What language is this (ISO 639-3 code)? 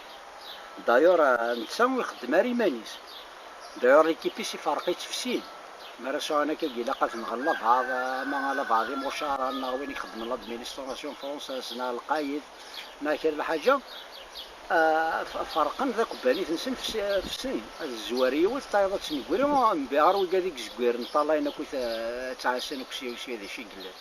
kab